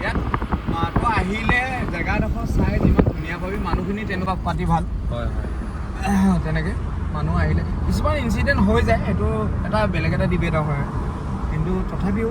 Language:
Assamese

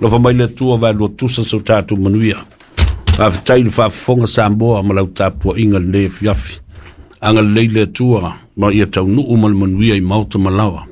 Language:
Samoan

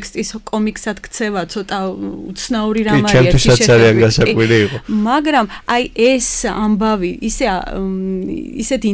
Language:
Georgian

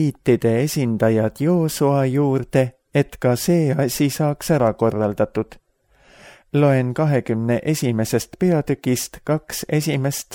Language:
Estonian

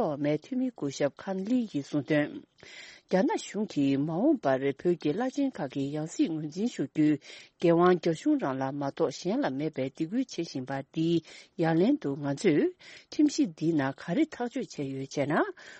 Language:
Tibetan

